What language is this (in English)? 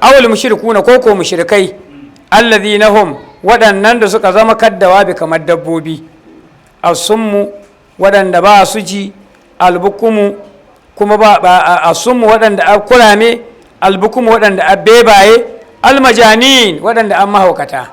Hausa